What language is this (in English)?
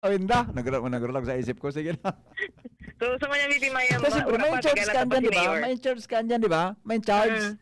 Bikol